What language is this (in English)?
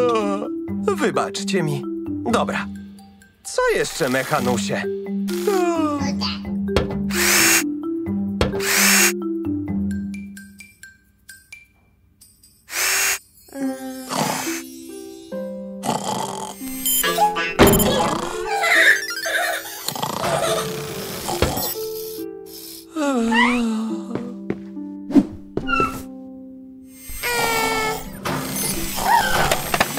Polish